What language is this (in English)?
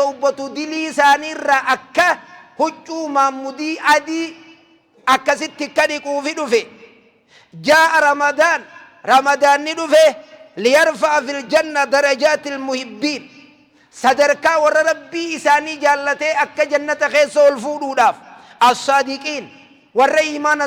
Oromo